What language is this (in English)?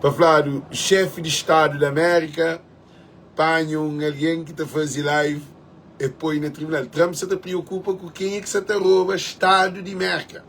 Kabuverdianu